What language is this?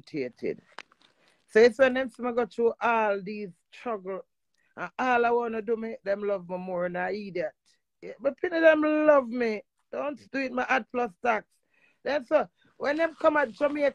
Jamaican Creole English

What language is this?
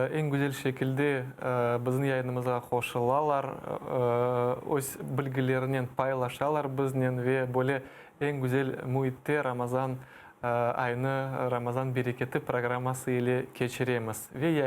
Crimean Tatar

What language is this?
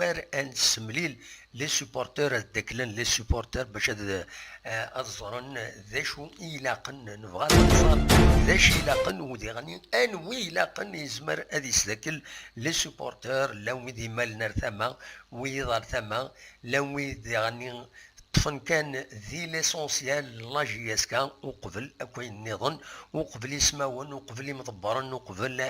Kabyle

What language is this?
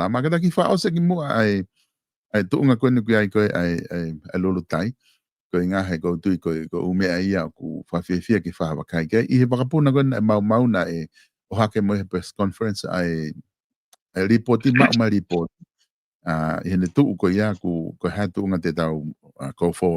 Tongan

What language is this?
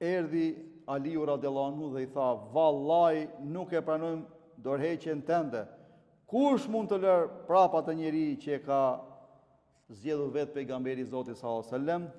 Albanian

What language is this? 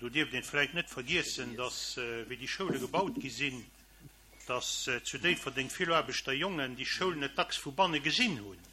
Luxembourgish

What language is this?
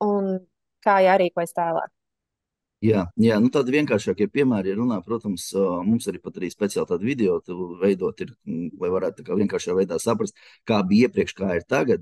Latvian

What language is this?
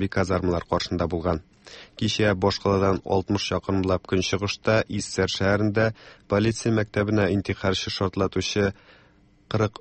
Tatar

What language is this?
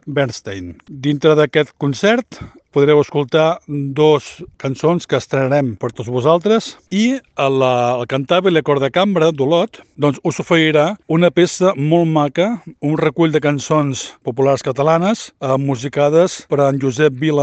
Catalan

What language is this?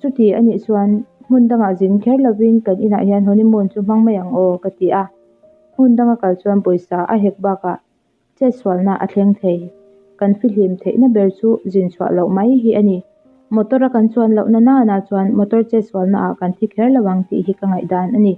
Mizo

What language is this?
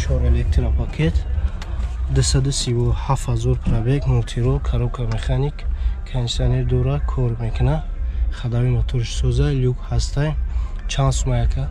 Tajik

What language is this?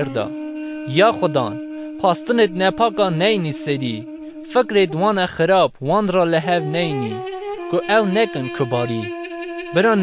Kurdish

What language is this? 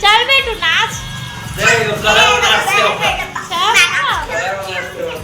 Chhattisgarhi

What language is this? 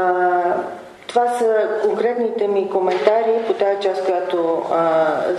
Bulgarian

